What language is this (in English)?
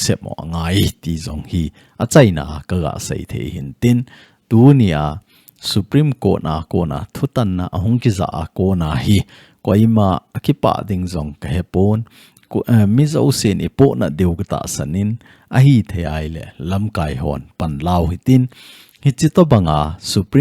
Thado Chin